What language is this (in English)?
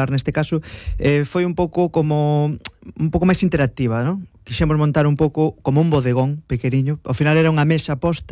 Galician